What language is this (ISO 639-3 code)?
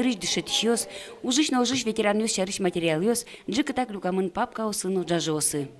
udm